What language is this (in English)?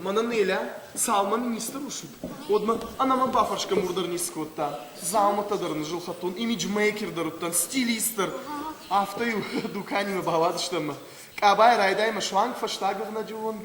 Ossetic